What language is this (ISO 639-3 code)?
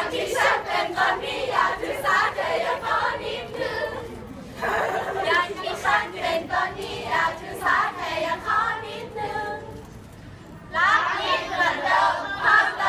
tha